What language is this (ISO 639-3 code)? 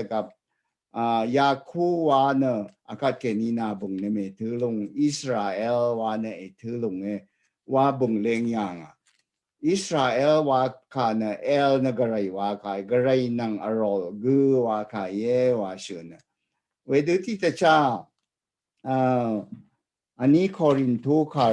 raw